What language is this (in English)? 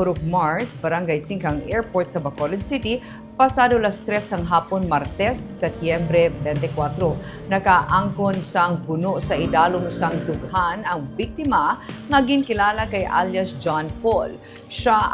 Hiligaynon